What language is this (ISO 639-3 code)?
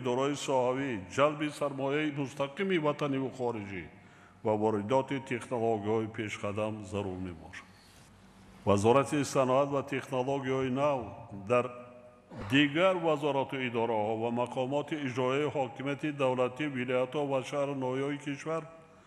tgk